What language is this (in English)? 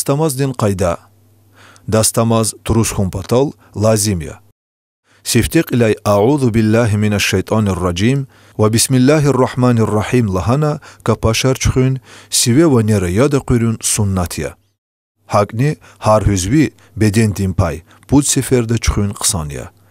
Lezghian